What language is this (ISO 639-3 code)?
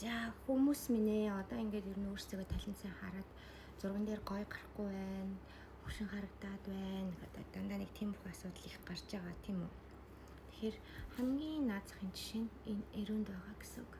mon